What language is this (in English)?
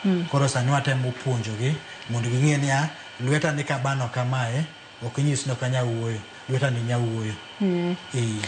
Luo (Kenya and Tanzania)